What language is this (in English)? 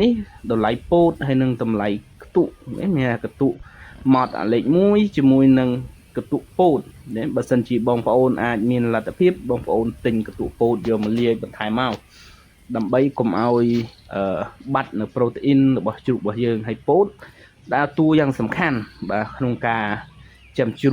Khmer